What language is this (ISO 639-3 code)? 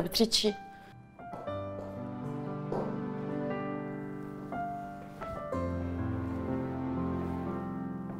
apc